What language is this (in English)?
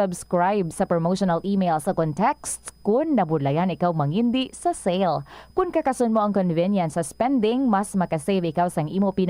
Hiligaynon